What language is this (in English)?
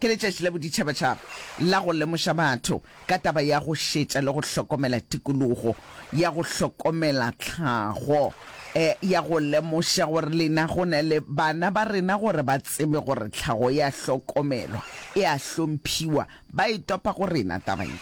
Northern Sotho